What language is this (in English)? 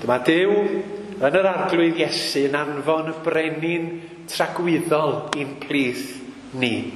Welsh